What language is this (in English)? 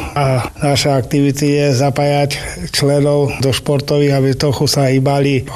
Slovak